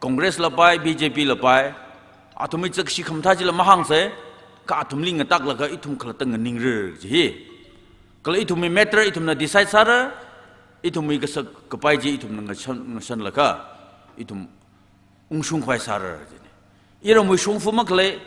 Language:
Tangkhul Naga (India)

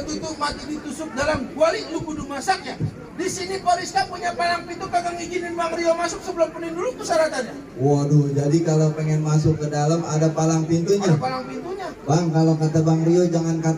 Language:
Betawi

